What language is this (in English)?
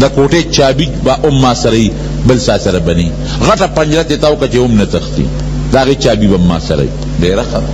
Pashto